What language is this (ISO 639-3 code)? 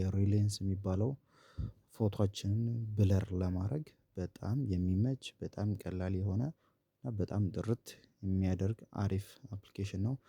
amh